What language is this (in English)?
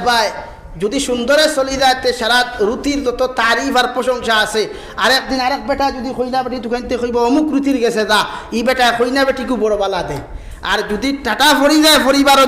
Sylheti